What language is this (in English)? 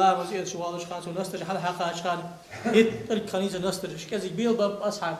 Ingush